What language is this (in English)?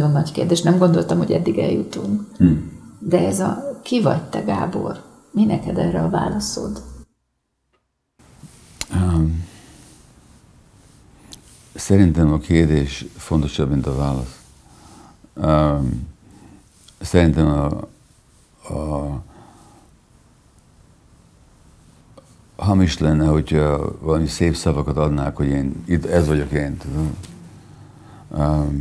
Hungarian